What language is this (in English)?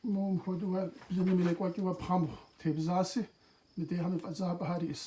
Kabardian